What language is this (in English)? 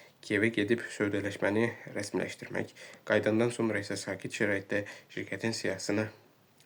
Azerbaijani